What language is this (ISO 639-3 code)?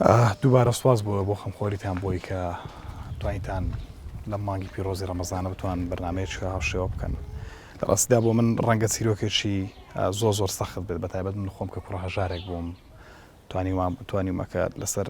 ckb